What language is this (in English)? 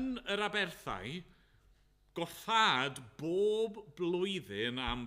Welsh